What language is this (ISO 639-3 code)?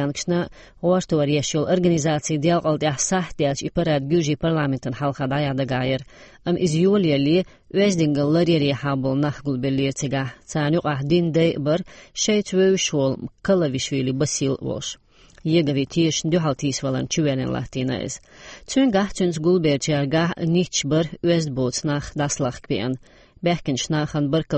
che